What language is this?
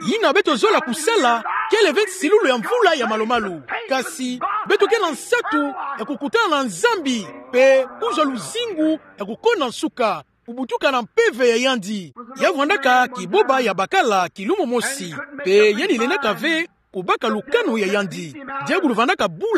Kituba (Democratic Republic of Congo)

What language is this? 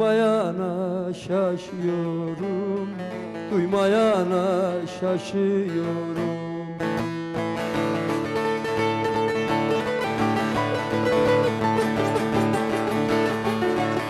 Turkish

